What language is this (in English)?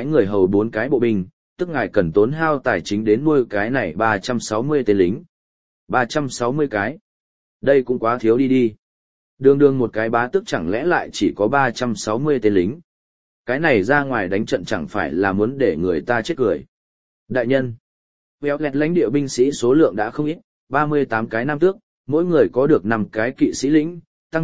Vietnamese